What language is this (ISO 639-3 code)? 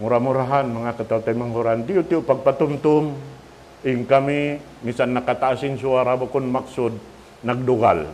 tsg